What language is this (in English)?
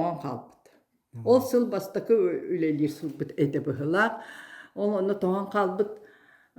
Yakut